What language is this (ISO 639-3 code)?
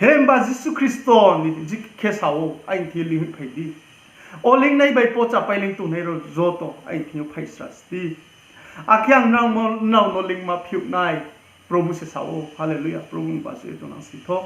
ria